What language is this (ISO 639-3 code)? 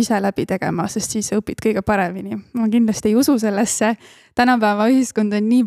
est